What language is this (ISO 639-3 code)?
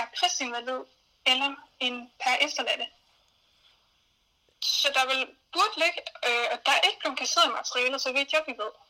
dan